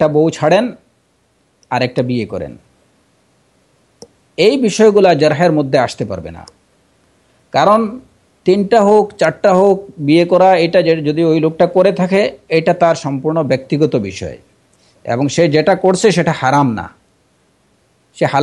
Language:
Bangla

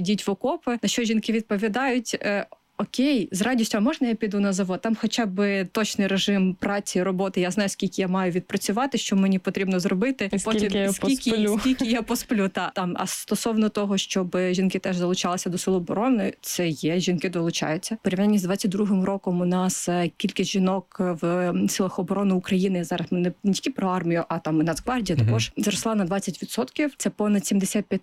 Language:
Ukrainian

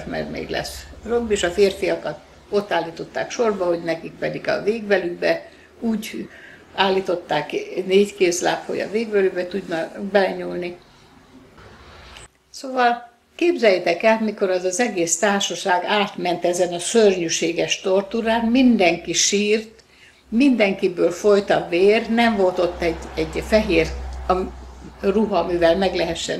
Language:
Hungarian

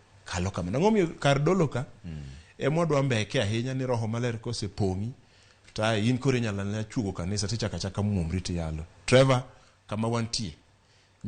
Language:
Luo (Kenya and Tanzania)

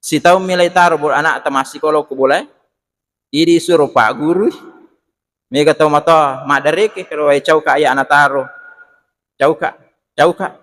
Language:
Buginese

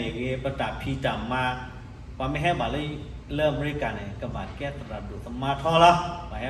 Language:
S'gaw Karen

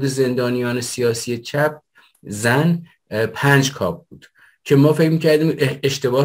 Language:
Persian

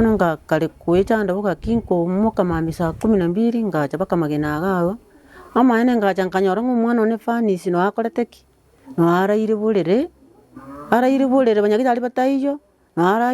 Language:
Gusii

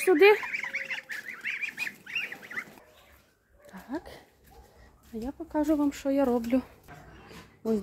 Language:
Ukrainian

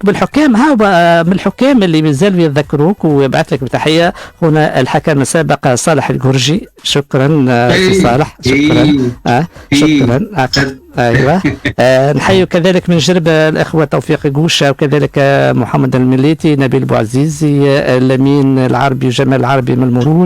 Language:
Tunisian Arabic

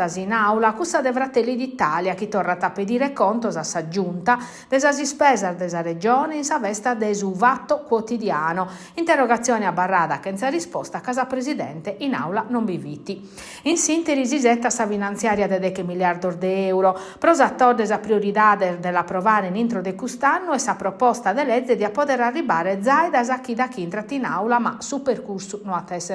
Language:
Sardinian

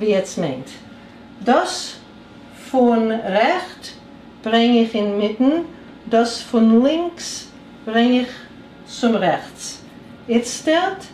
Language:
Yiddish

